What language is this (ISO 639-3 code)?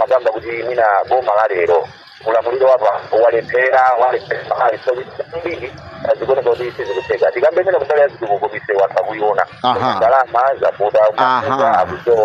nya